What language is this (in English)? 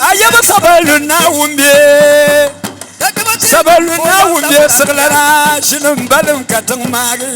Dagbani